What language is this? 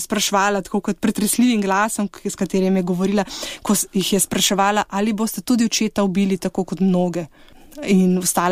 Slovenian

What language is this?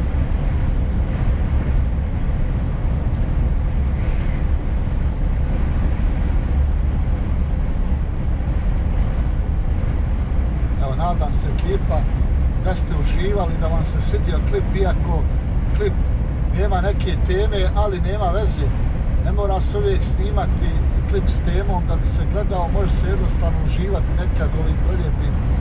Croatian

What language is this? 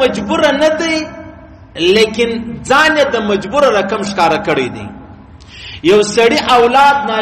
Pashto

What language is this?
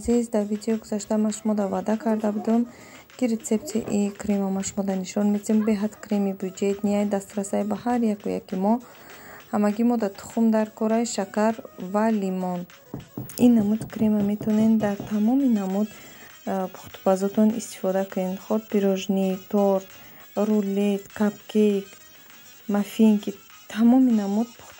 Tajik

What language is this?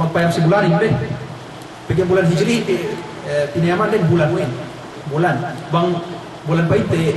Yakan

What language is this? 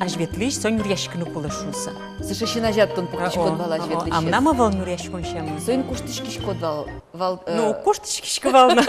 Udmurt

